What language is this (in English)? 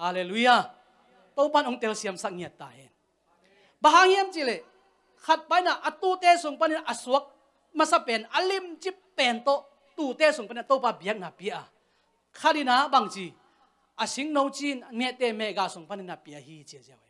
Tedim Chin